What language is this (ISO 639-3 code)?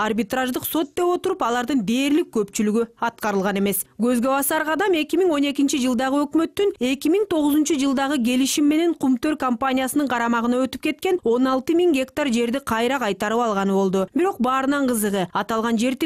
kir